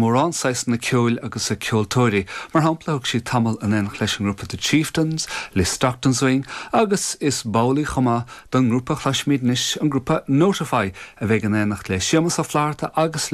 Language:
Irish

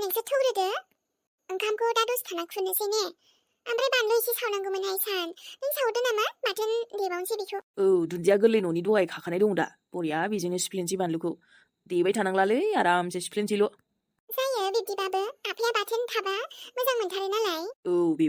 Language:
Bodo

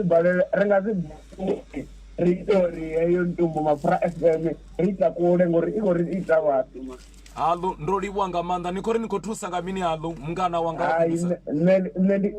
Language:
Venda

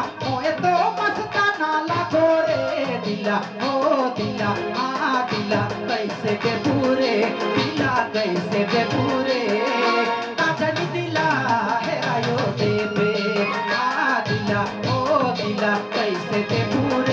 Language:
Sadri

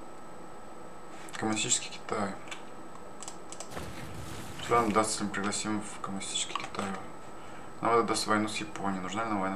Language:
Russian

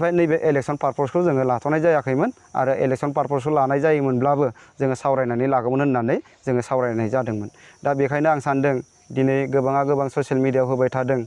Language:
Bodo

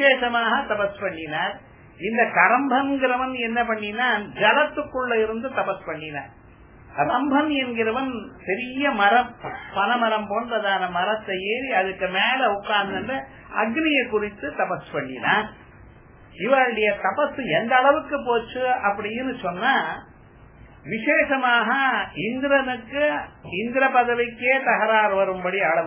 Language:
Tamil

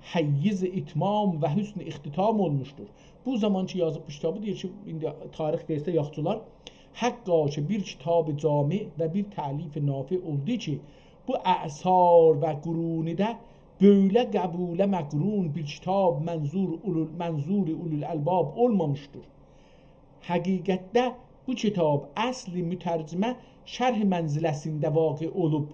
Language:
South Azerbaijani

